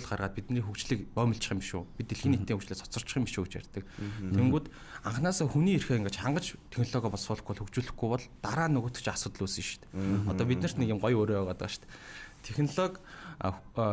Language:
Mongolian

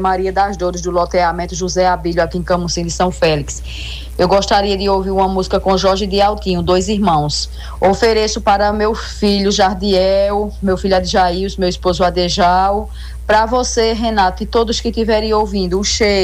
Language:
Portuguese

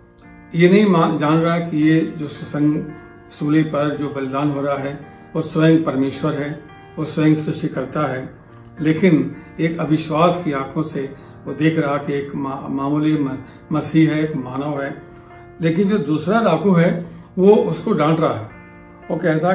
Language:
Hindi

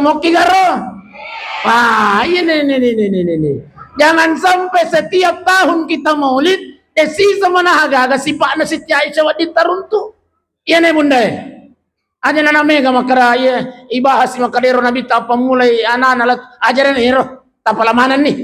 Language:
Buginese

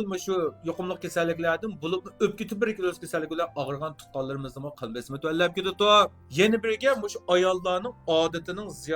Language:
Uyghur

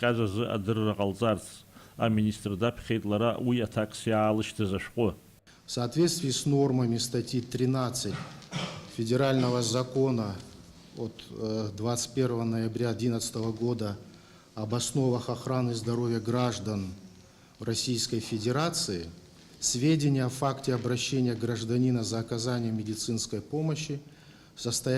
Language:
Abkhazian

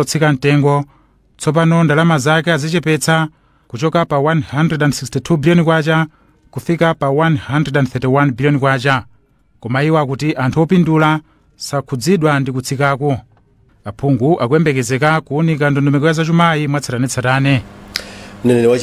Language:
Nyanja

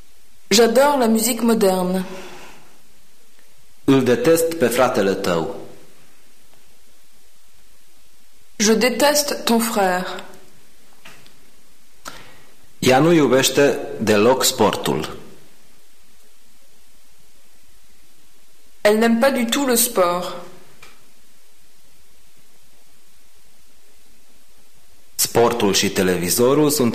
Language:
Romanian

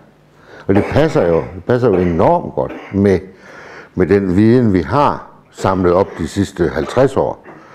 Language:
Danish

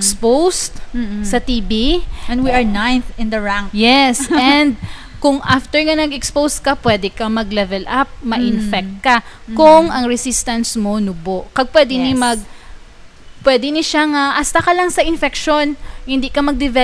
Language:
Hiligaynon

